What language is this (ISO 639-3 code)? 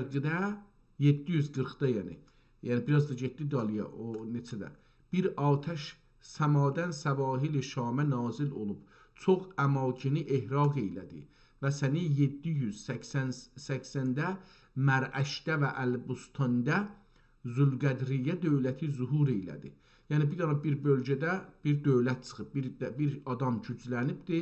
azb